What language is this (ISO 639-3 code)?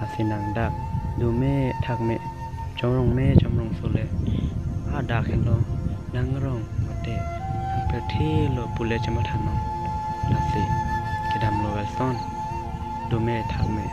mjw